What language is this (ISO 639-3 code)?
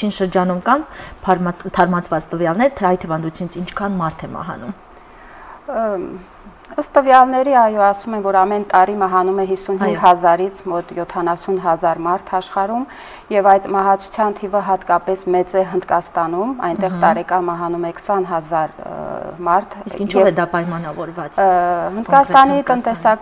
hye